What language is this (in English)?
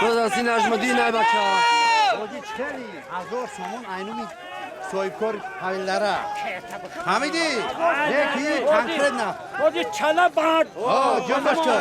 Tajik